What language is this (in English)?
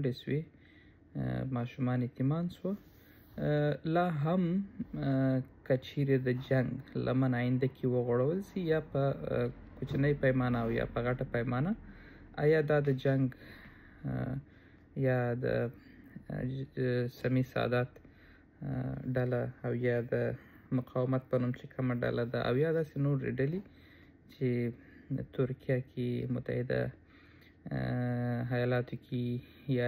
Pashto